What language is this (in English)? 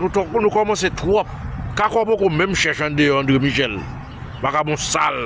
Haitian Creole